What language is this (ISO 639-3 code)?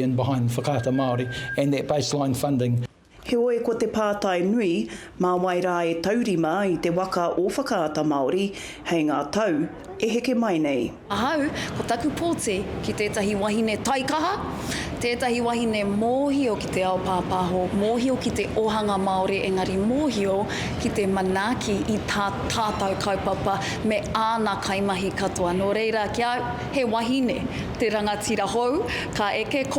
mri